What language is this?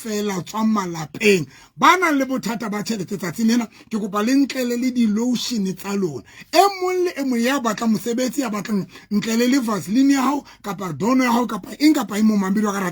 Southern Sotho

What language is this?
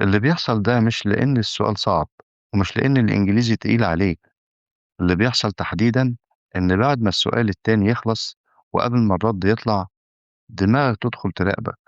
Egyptian Arabic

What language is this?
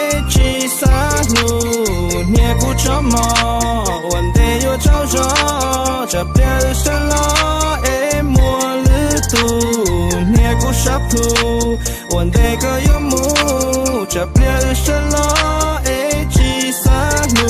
Hmong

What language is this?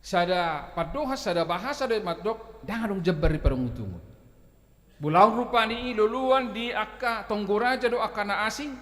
Batak Toba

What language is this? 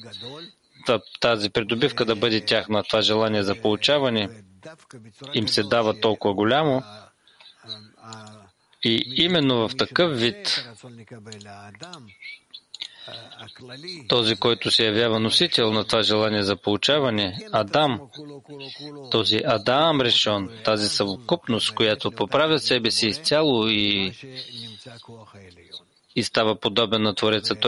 Bulgarian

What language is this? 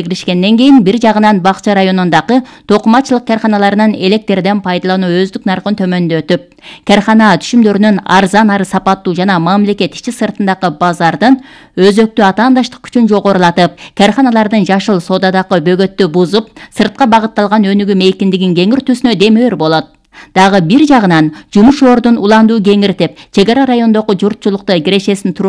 Kyrgyz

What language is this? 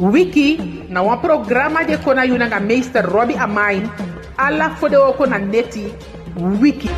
Eastern Maroon Creole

